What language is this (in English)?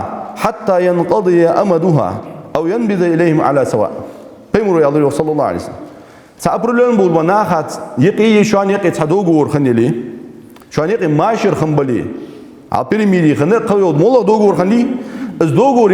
Ingush